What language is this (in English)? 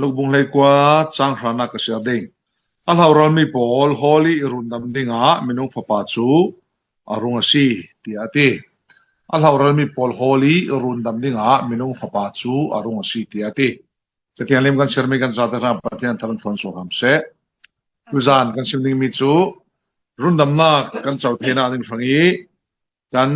Falam Chin